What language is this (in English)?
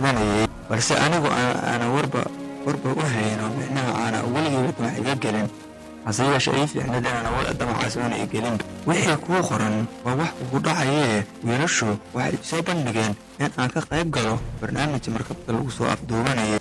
Somali